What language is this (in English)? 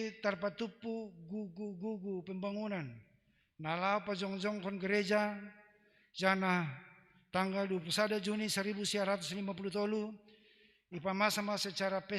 Batak Simalungun